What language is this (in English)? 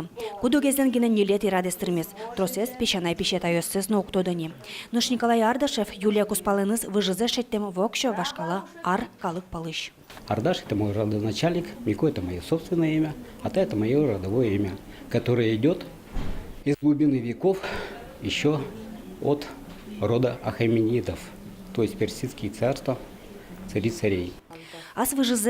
Udmurt